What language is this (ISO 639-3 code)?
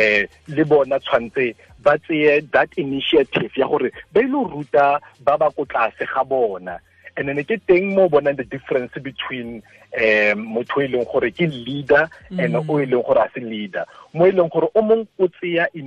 tsn